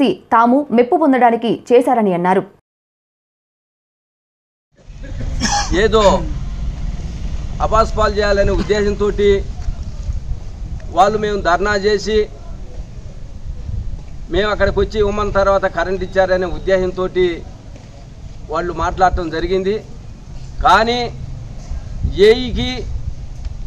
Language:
Telugu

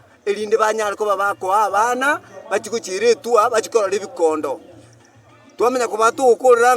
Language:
Gusii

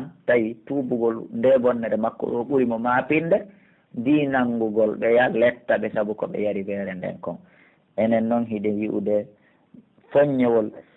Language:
Pular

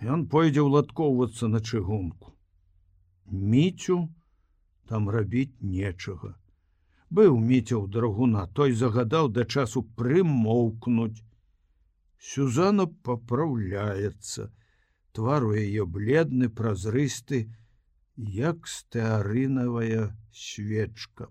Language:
Belarusian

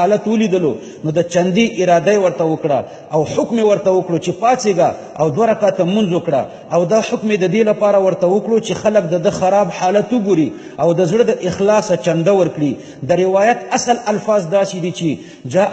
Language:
Pashto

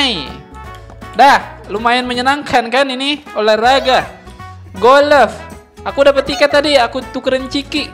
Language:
Indonesian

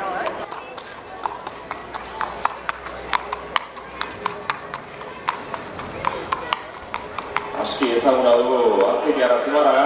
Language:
Basque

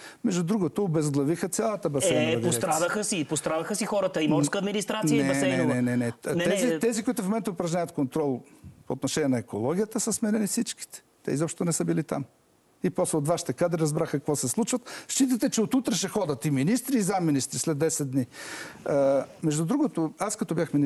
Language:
Bulgarian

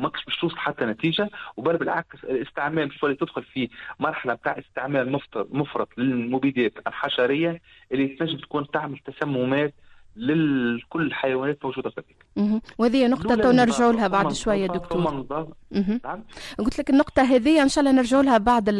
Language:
Tunisian Arabic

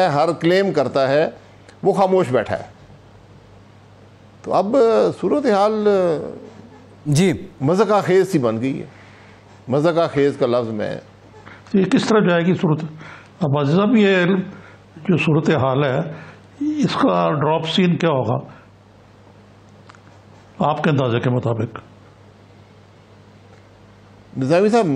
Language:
Urdu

